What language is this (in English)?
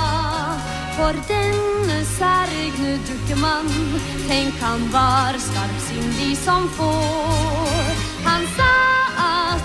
Norwegian